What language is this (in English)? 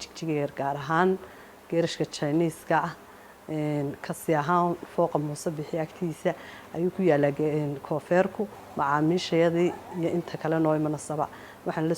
Somali